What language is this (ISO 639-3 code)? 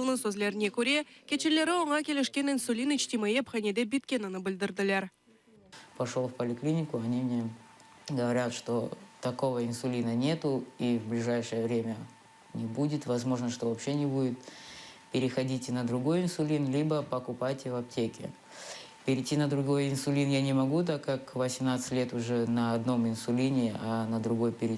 crh